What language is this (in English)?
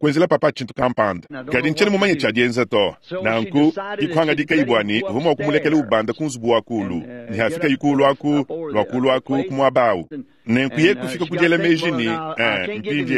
Luba-Lulua